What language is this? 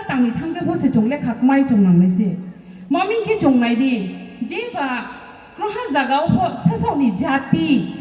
Riang (India)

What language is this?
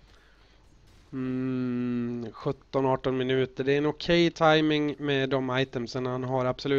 Swedish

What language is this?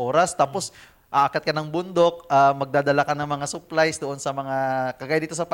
Filipino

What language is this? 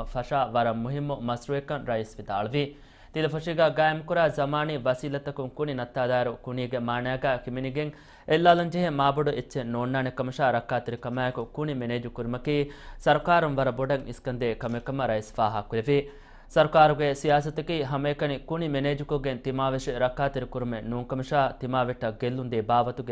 Divehi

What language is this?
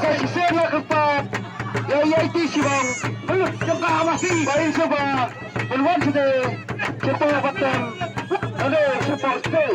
Khasi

